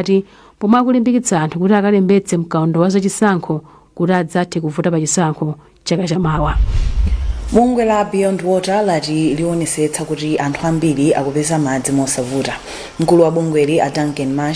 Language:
Nyanja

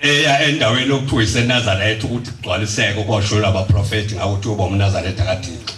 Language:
Zulu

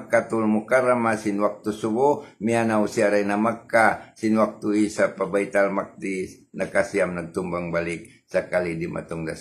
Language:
Tausug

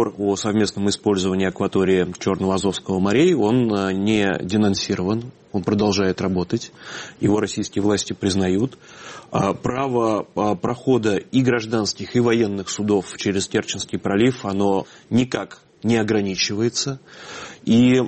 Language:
Russian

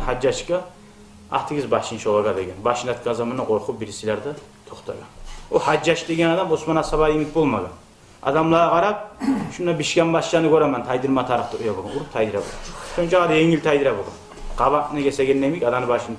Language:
Kumyk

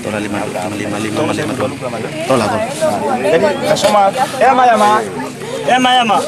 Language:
Nias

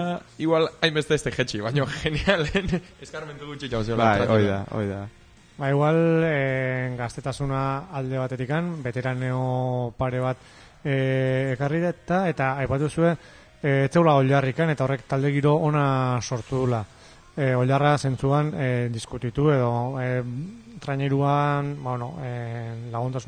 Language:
Basque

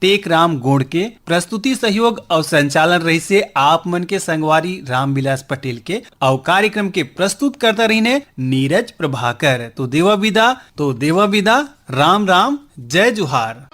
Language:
Chhattisgarhi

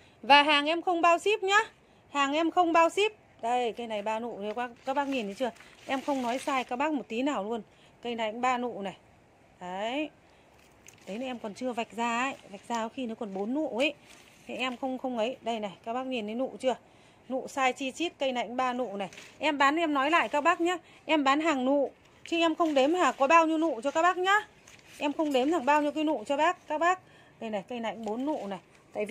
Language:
Vietnamese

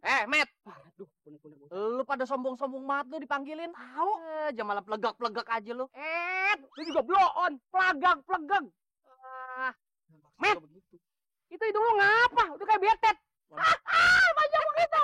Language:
Betawi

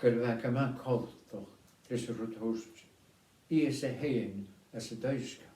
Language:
Scottish Gaelic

